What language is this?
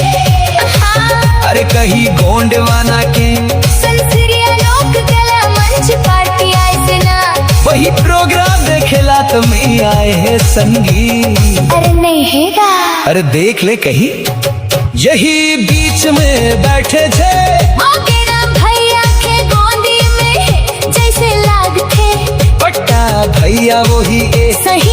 Chhattisgarhi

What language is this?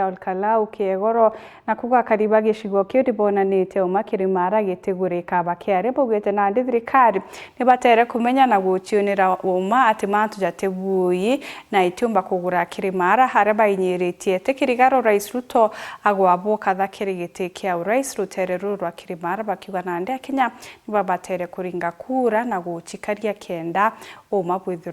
Meru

